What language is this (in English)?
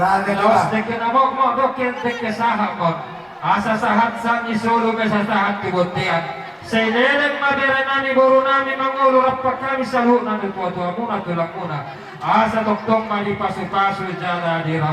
Batak Toba